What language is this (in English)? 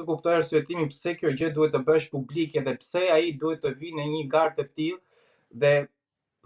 Albanian